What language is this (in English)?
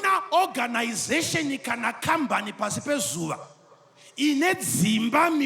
Shona